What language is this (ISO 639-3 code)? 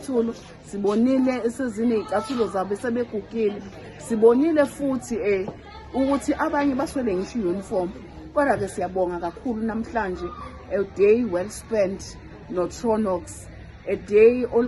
zul